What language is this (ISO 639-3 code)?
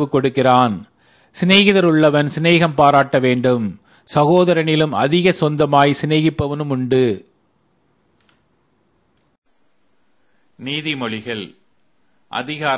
tam